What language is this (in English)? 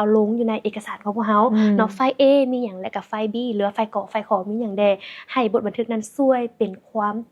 Lao